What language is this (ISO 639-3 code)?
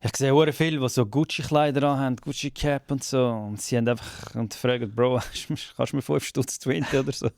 gsw